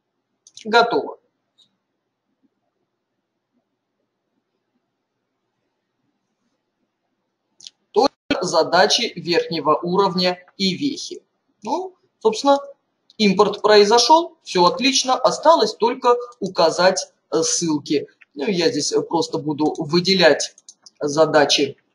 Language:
Russian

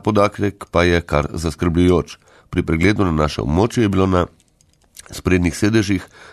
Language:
Slovenian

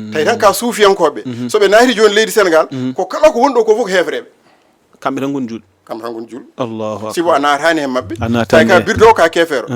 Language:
Fula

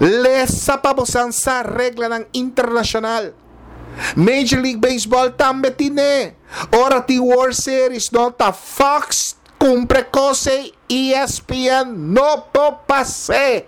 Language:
Papiamento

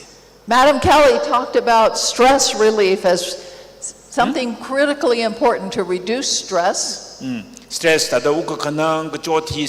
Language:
Tangkhul Naga (India)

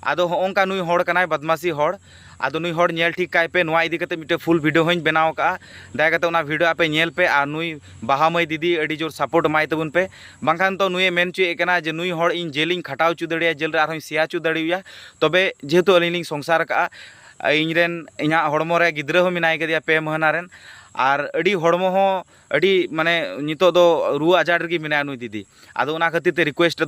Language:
Santali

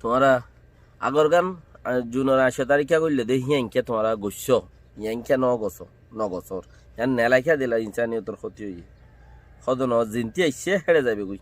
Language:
Rohingya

